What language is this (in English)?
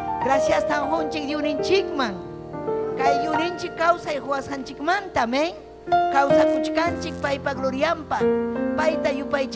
Ayacucho Quechua